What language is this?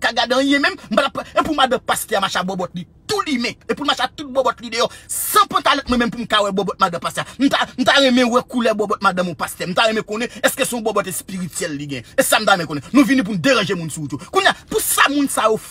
Haitian Creole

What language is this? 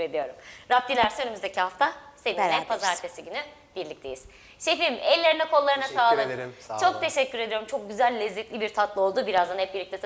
Turkish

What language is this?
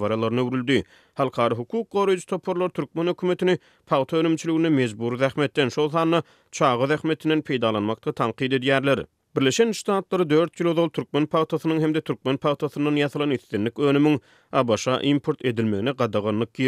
Turkmen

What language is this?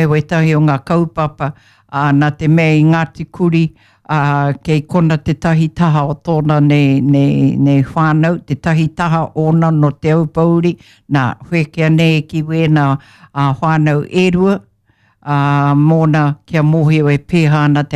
Māori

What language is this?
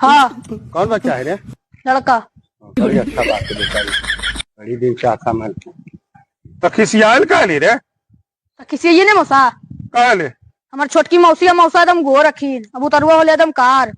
Magahi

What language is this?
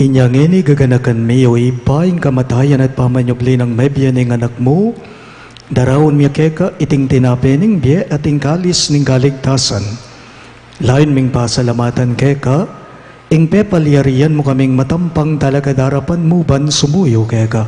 Pampanga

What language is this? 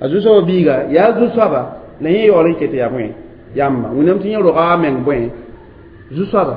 Mossi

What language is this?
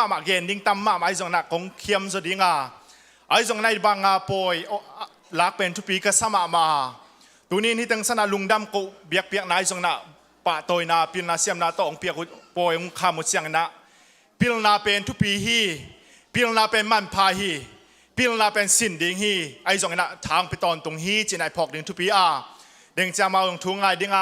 Tedim Chin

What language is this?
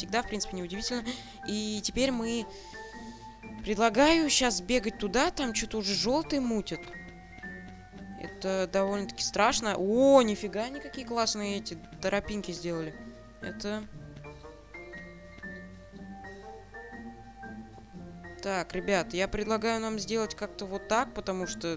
Russian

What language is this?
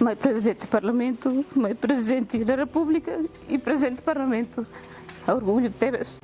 Tetum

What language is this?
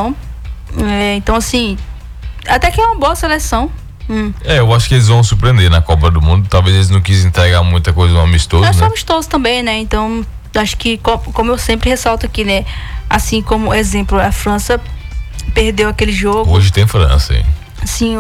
Portuguese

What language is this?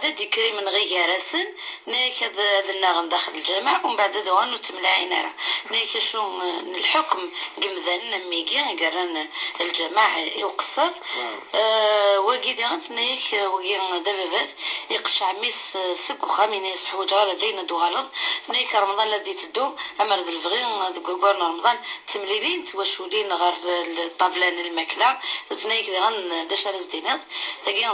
Kabyle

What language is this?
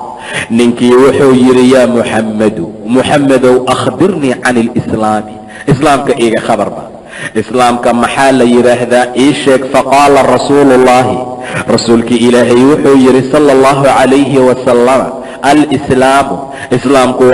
Somali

